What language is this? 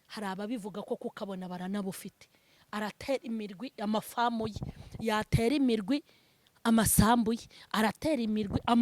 Kinyarwanda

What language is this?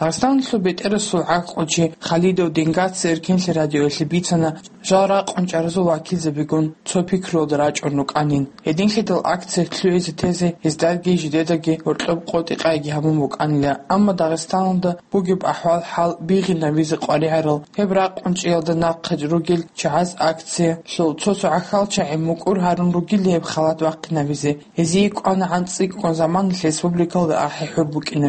Avaric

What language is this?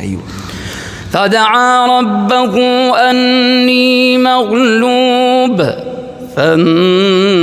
Egyptian Arabic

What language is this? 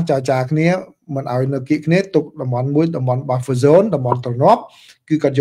Khmer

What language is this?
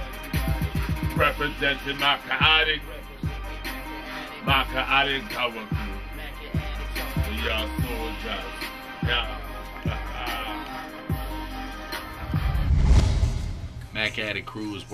English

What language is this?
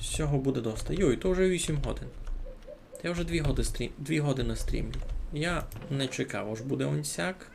Rusyn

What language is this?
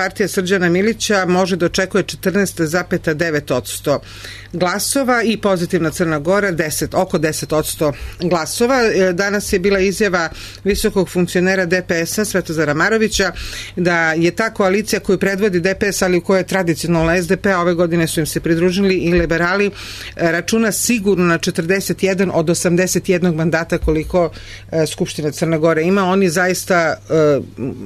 Serbian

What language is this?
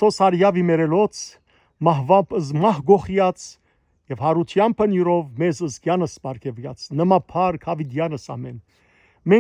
Western Armenian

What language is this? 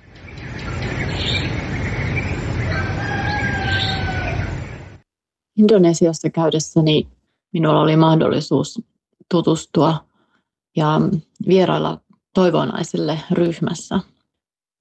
Finnish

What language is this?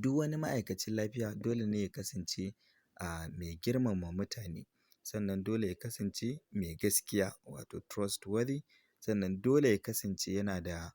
Hausa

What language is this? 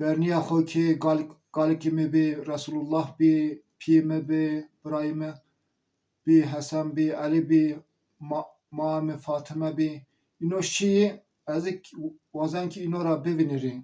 Zaza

